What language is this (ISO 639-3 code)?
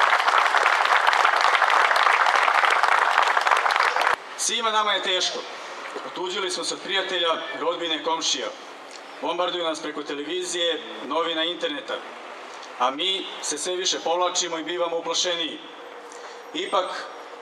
srp